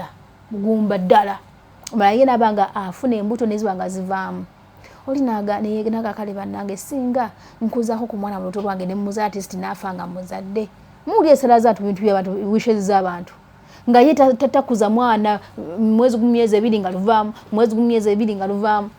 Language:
Ganda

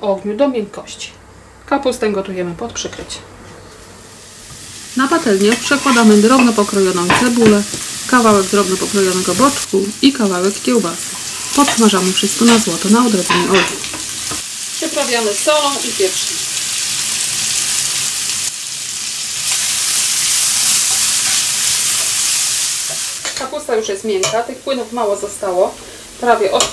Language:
Polish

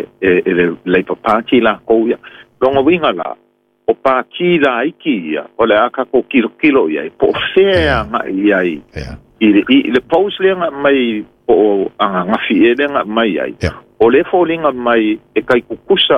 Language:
Samoan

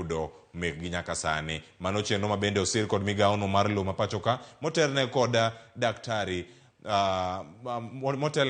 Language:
Luo (Kenya and Tanzania)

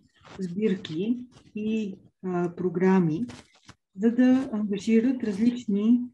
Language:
Bulgarian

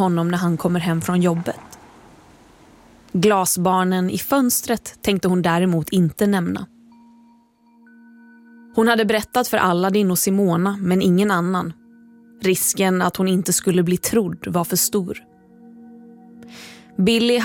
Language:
Swedish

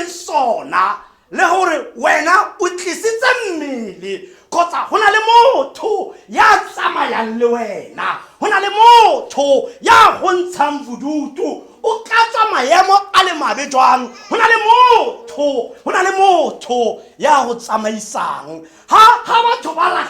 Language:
Tswana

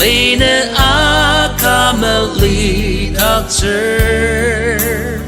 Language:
Ao Naga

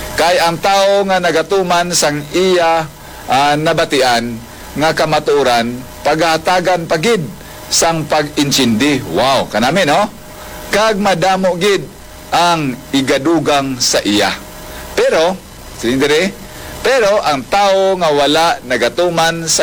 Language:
Hiligaynon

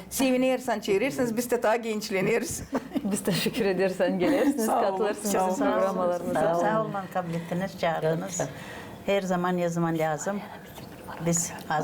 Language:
Gagauz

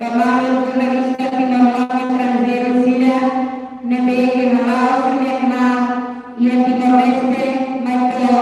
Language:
Tetum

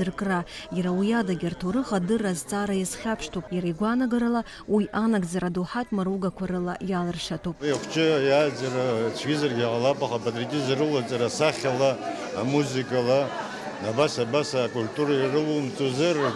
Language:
Abkhazian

